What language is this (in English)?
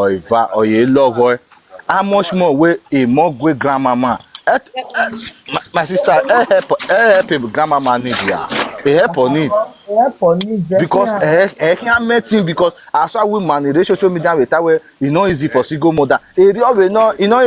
Nigerian Pidgin